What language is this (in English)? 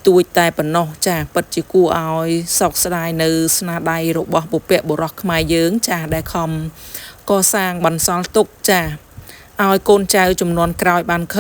Khmer